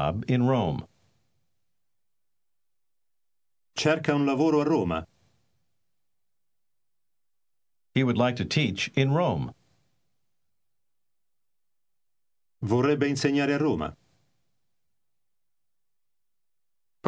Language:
Italian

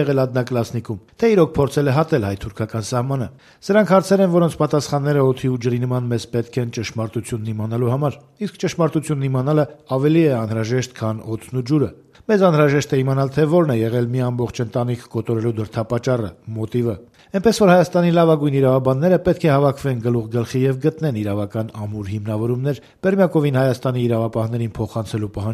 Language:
Armenian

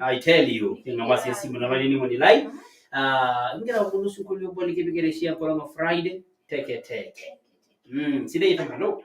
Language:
Masai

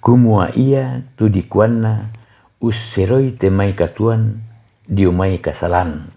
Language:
Toraja-Sa'dan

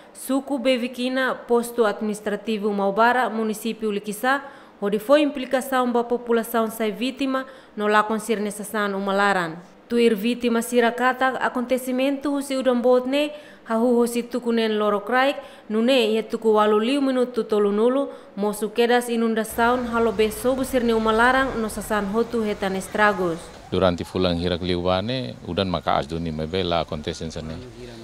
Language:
Tetum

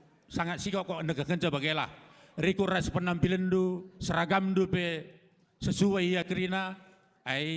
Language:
Batak Karo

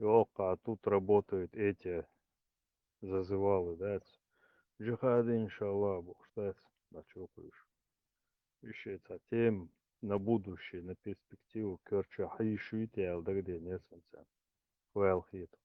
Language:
Chechen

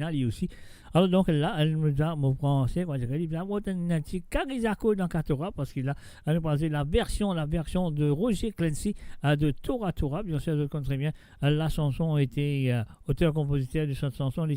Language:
Morisyen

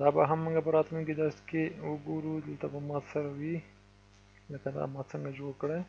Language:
Pashto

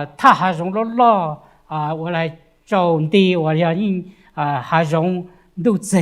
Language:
Hmong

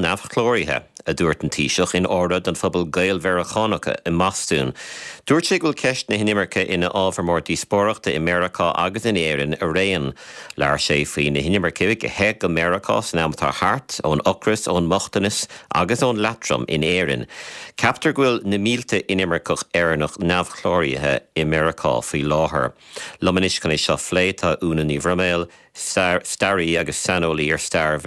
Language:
Irish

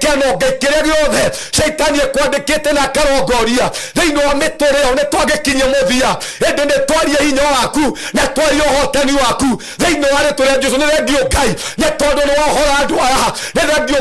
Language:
Kikuyu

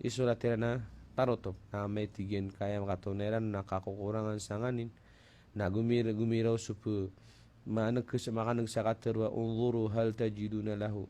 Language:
Maranao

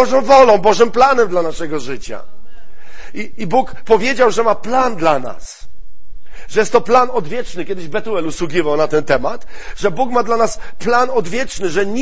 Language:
Polish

